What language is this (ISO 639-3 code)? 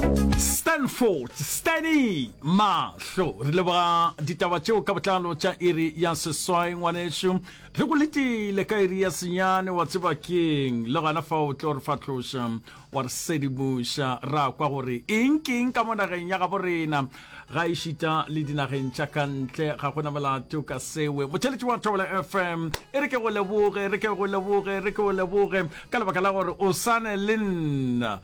nso